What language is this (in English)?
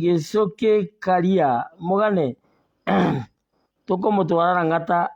Kikuyu